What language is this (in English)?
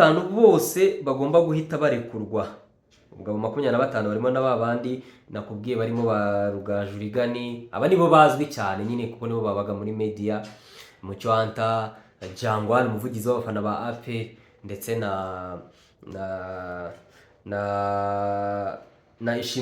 Kinyarwanda